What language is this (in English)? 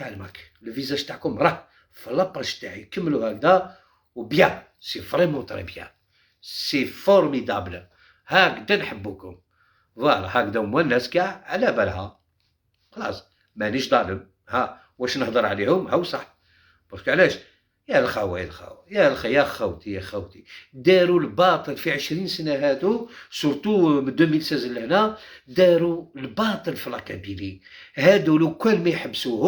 Algerian Arabic